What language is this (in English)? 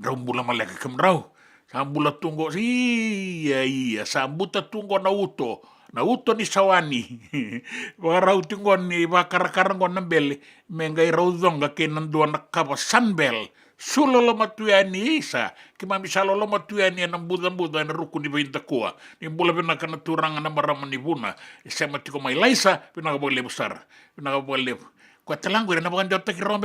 Fijian